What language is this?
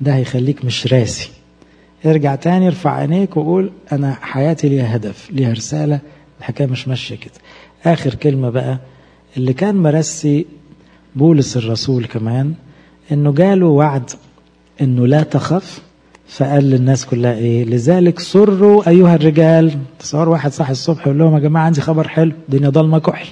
Egyptian Arabic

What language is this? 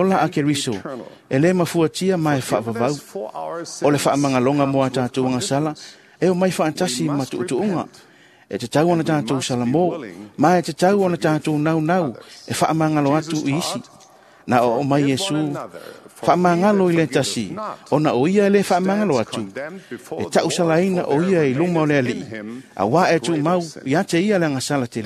Samoan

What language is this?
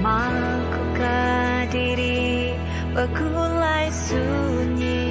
Iban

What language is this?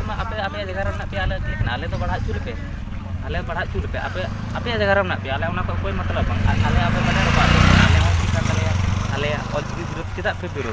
Santali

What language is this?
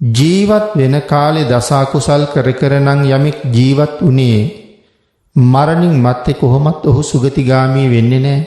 Sinhala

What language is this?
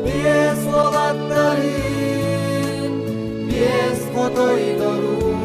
Yakut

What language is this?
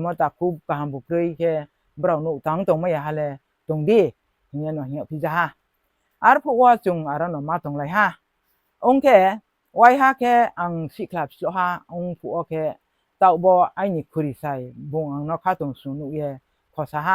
Riang (India)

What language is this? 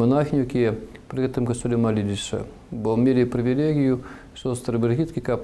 Belarusian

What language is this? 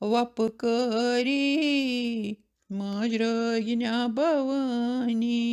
Kashmiri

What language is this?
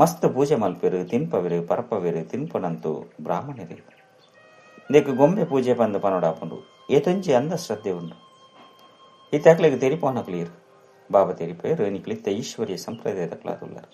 Tulu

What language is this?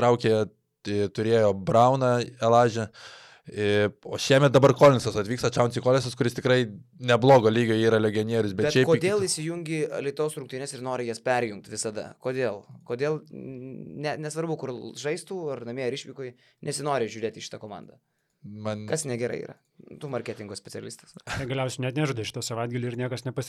Lithuanian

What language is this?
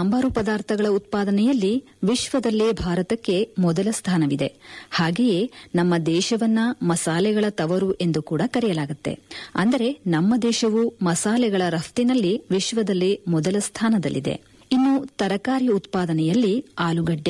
Kannada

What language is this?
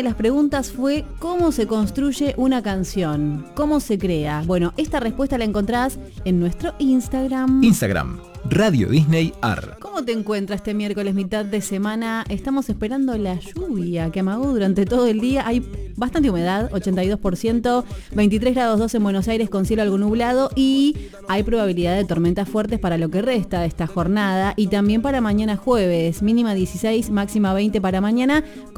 Spanish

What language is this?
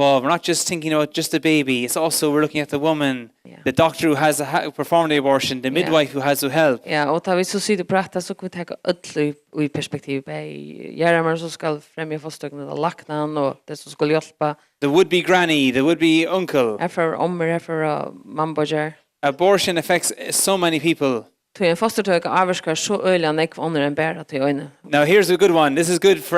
Faroese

